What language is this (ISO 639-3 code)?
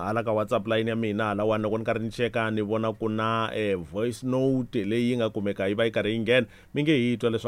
tso